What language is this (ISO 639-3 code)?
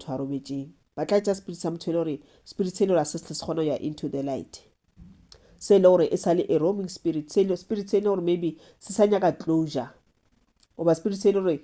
nso